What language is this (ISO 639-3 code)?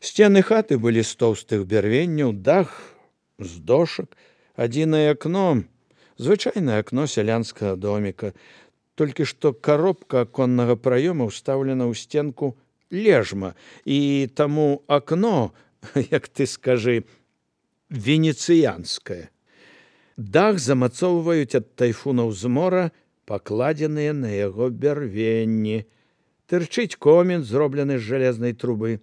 bel